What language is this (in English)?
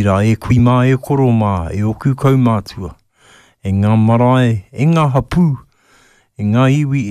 Māori